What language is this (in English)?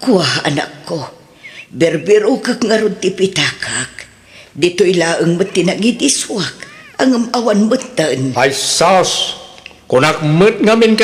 Iloko